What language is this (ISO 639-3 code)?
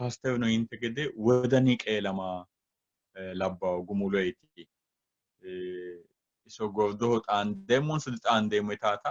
sid